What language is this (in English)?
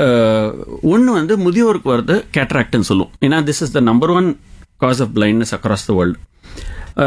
Tamil